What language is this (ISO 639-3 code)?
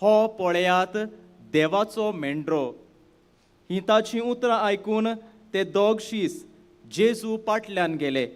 kok